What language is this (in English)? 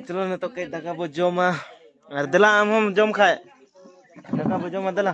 Santali